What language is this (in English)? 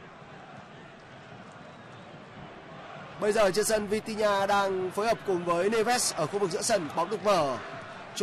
Vietnamese